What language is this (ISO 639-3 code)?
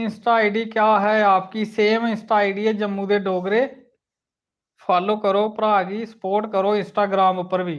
doi